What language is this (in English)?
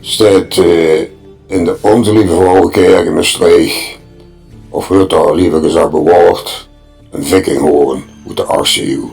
Limburgish